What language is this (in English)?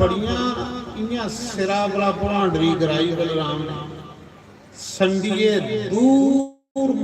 Dogri